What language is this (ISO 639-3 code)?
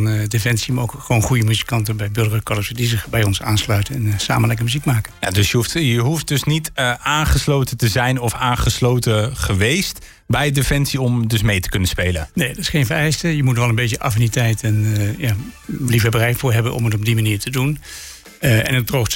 nld